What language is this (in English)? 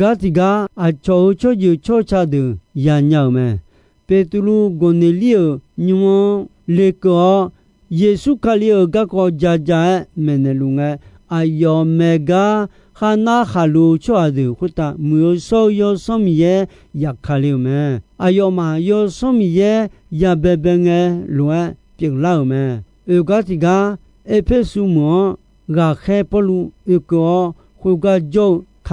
Akha